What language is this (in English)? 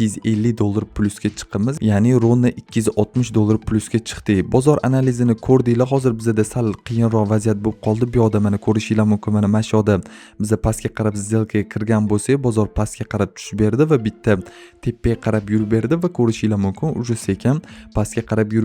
Uzbek